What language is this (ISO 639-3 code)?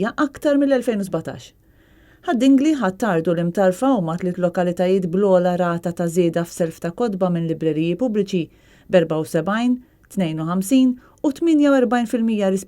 mlt